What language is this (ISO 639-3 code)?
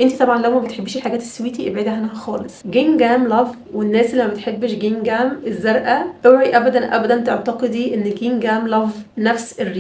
arz